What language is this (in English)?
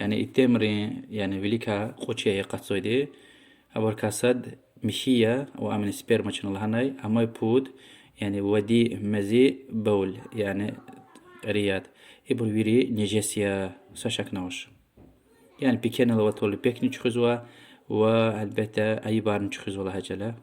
Lezghian